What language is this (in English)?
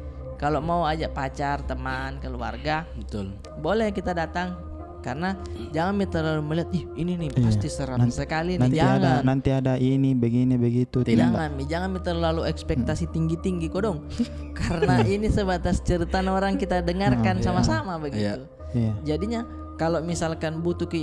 Makassar Malay